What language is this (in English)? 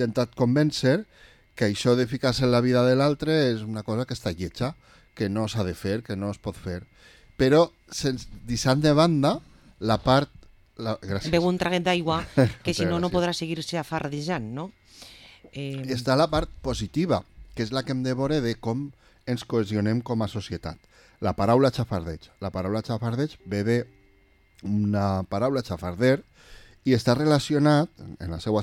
Catalan